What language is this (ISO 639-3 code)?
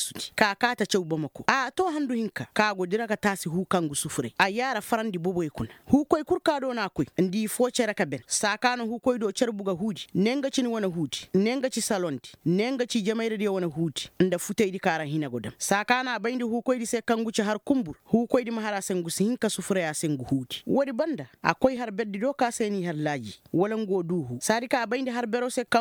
ses